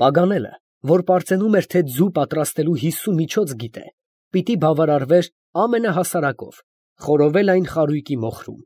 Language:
Armenian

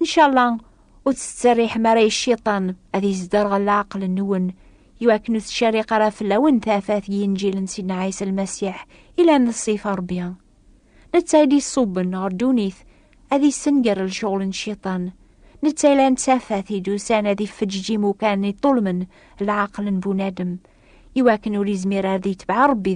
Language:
Kabyle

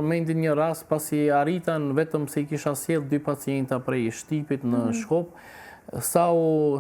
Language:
Albanian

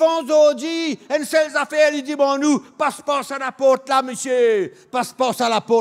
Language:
Morisyen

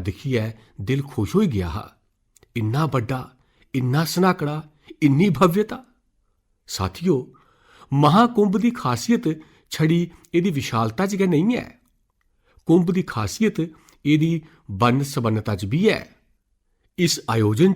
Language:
Dogri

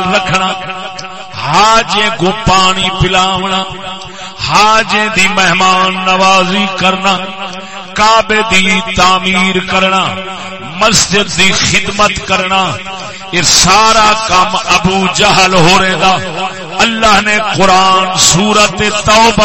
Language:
Saraiki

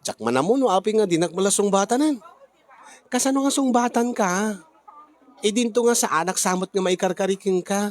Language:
Iloko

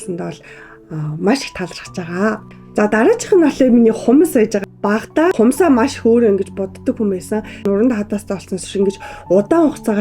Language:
Mongolian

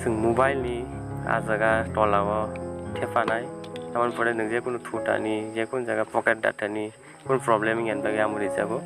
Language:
Kok Borok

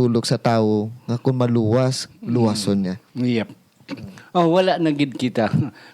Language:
Hiligaynon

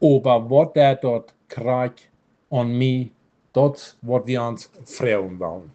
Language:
Plautdietsch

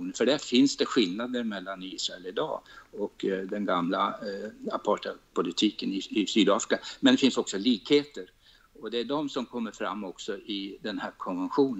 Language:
Swedish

